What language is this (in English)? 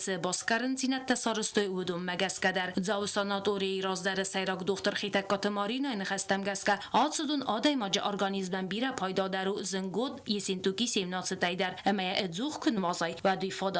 Ossetic